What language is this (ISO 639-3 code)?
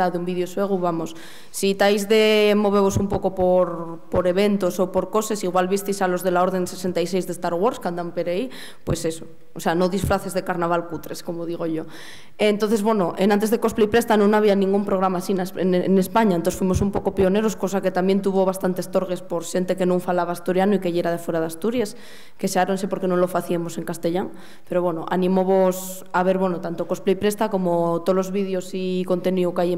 ast